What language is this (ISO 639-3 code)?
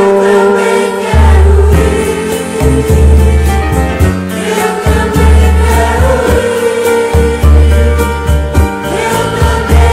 por